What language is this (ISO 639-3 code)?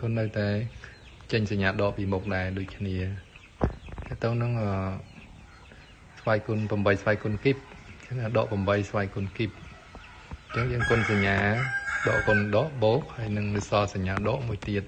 khm